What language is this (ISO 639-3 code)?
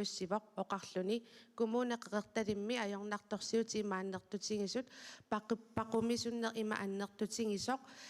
kal